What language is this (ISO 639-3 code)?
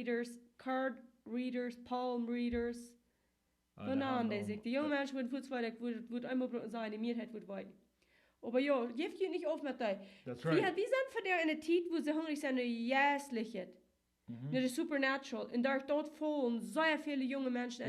pdt